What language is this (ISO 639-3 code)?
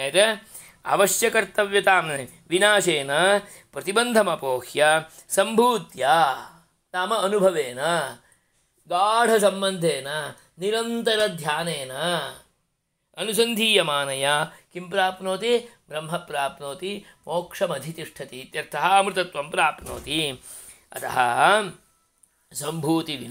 san